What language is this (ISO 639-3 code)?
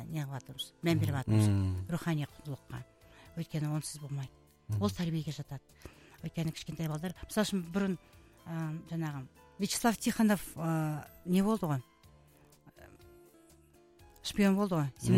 kaz